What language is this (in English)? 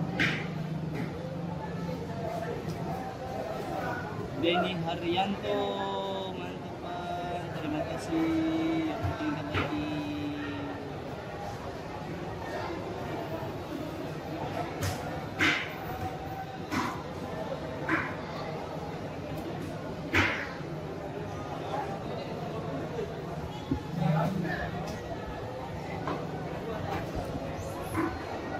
Indonesian